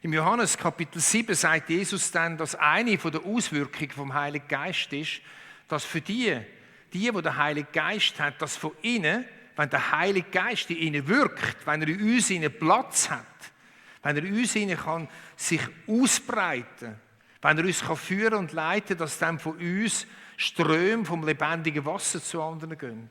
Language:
Swiss German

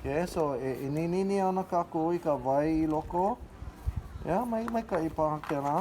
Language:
Hawaiian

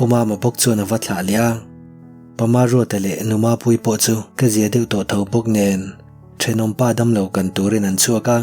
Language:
Mizo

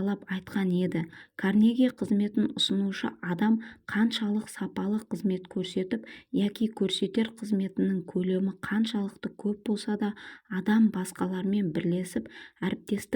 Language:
Kazakh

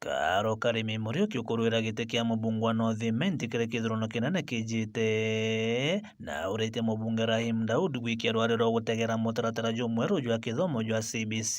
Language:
Meru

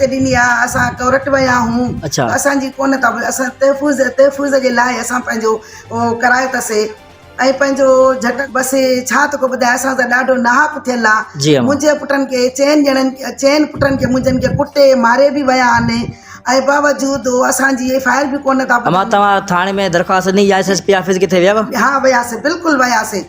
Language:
Sindhi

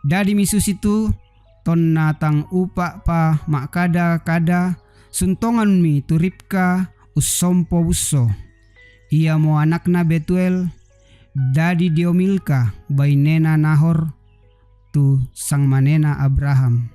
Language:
Toraja-Sa'dan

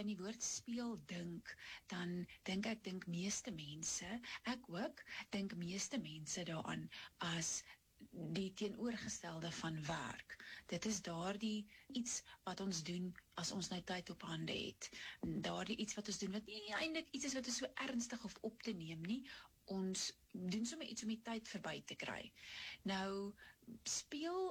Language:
Afrikaans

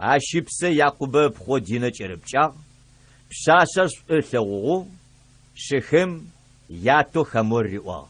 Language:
Adyghe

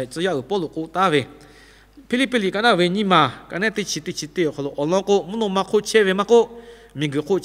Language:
Lahu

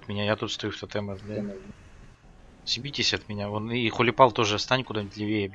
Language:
Russian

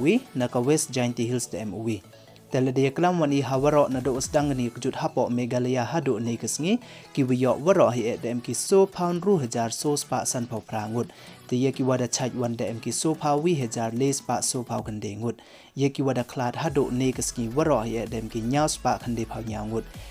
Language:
Pnar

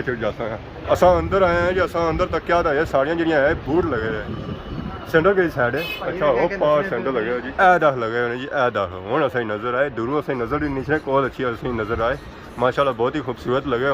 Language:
Pahari-Potwari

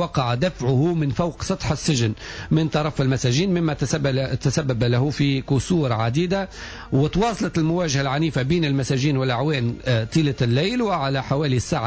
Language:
Tunisian Arabic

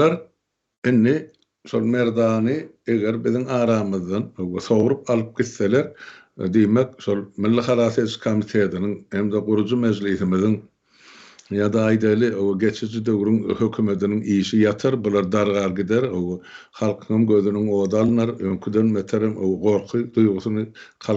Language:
Turkmen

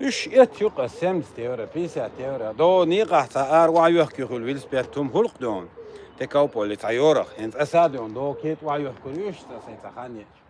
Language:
Chechen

